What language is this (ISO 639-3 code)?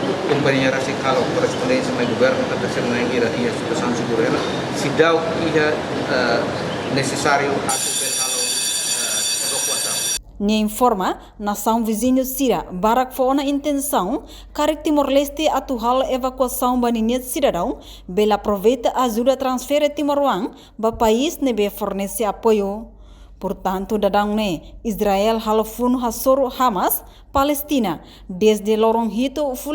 tet